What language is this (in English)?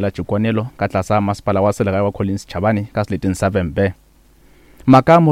Northern Sotho